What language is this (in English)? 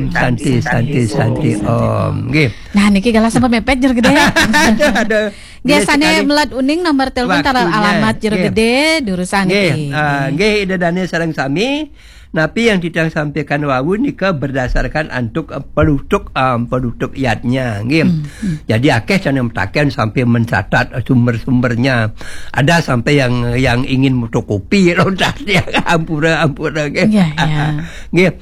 Balinese